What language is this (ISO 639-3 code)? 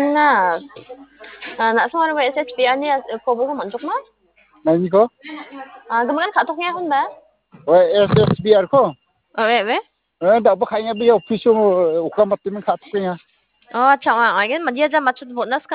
grt